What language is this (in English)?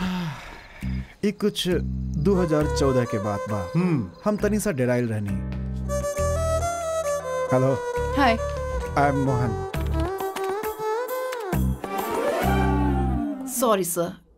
Bhojpuri